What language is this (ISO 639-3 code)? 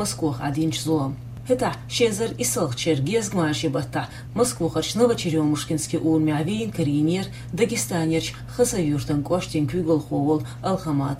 che